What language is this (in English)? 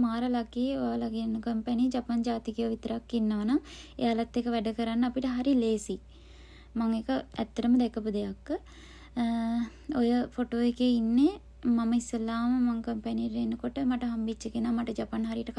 Sinhala